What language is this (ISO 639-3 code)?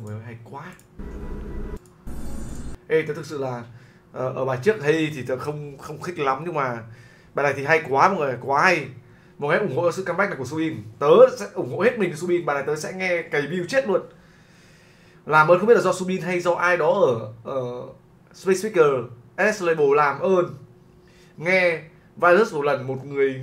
vie